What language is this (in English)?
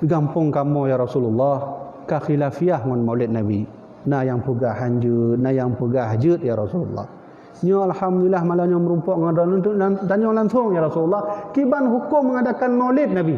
Achinese